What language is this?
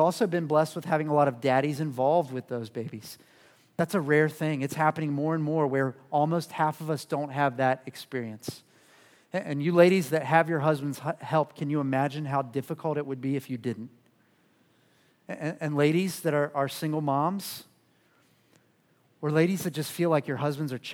English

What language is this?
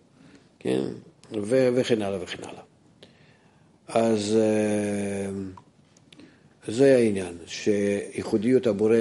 Hebrew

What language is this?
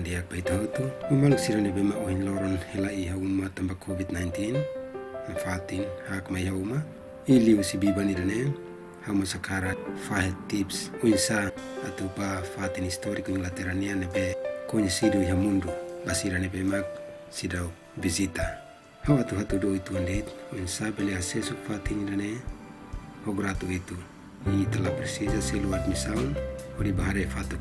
Tetum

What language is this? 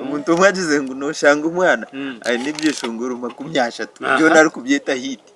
Nyankole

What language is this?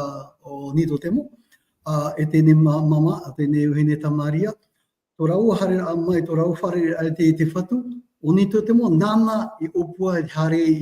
Tahitian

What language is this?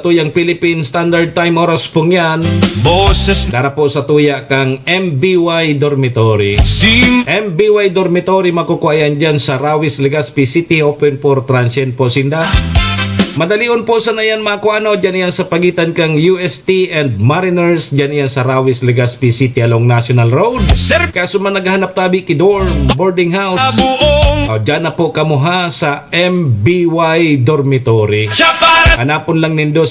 Bikol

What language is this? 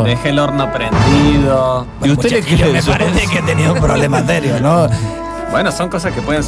Spanish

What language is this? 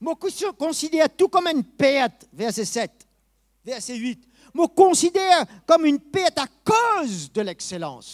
Morisyen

